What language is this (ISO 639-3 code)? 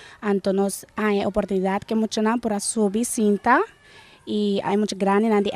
pap